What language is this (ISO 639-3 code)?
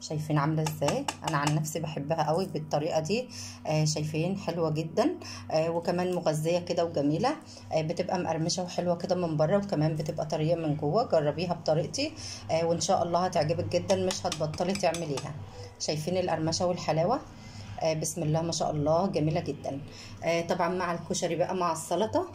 arz